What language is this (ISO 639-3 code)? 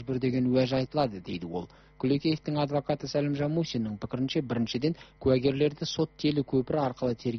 kaz